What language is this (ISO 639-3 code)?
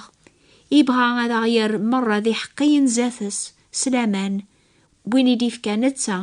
kab